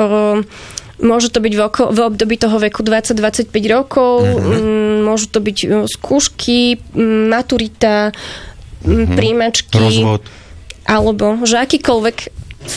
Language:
Slovak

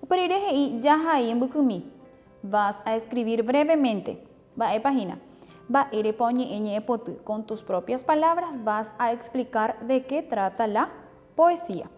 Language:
Guarani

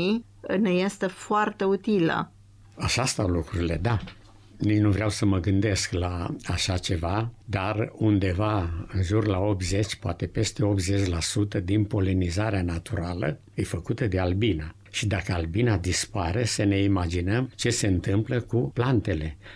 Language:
Romanian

